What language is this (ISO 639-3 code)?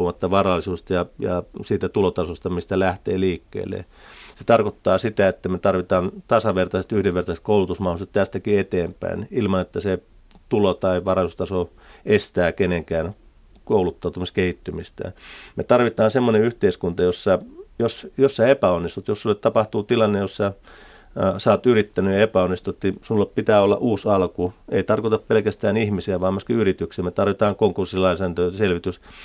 fin